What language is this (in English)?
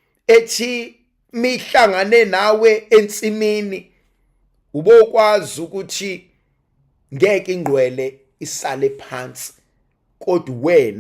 Zulu